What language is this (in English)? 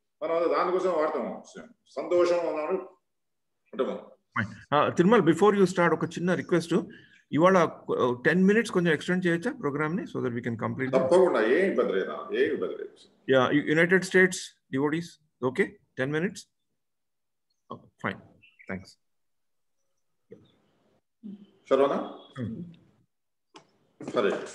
Telugu